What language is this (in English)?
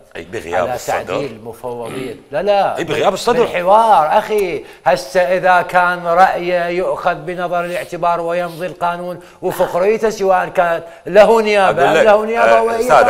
Mesopotamian Arabic